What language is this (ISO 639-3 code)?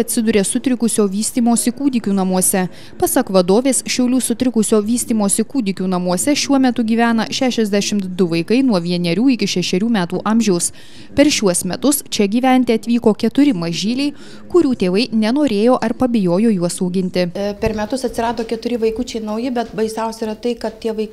lit